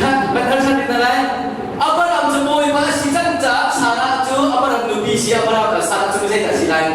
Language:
Hakha Chin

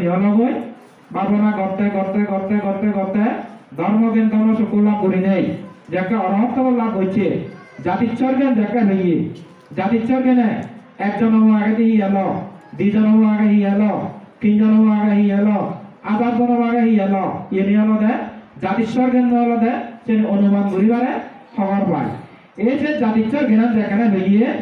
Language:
Chakma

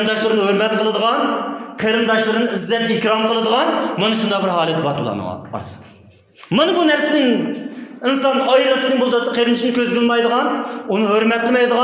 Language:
Uyghur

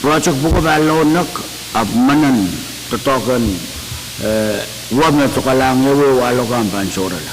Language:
Pohnpeian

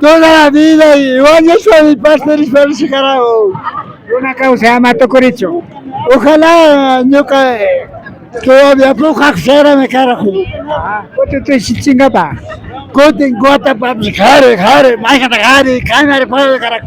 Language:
Imbabura Highland Quichua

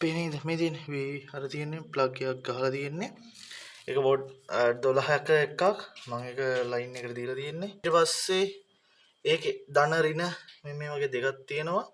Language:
Sinhala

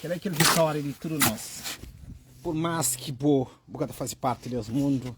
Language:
Kabuverdianu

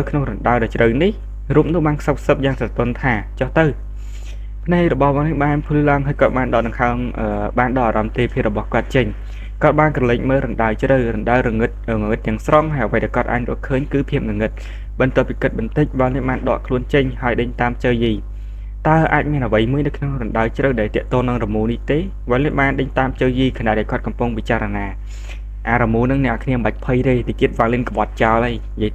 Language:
Khmer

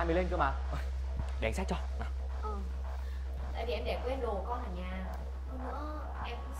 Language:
Vietnamese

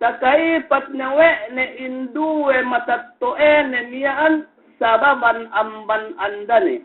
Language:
Yakan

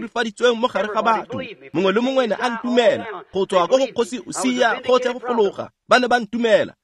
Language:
Tswana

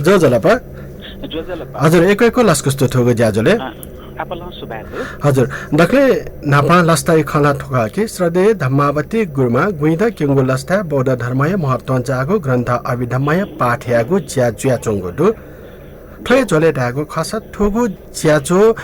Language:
Newari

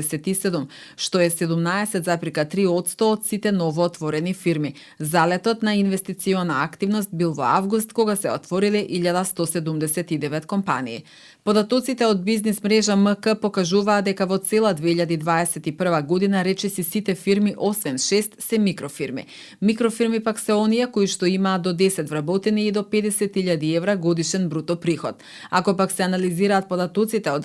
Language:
Macedonian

